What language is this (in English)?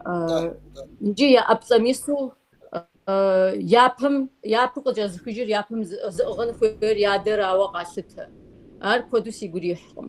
Kabardian